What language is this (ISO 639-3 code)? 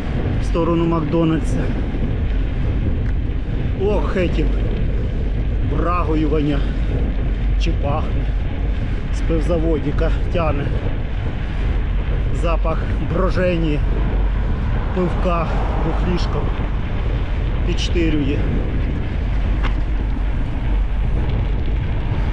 ukr